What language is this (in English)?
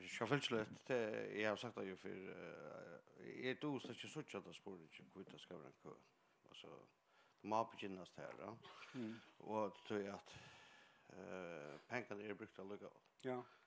Faroese